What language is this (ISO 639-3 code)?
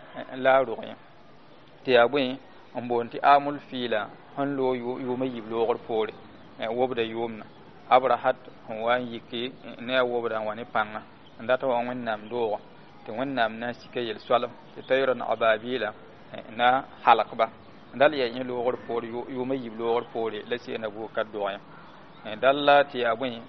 mos